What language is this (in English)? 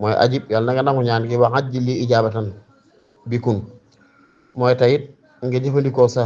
Wolof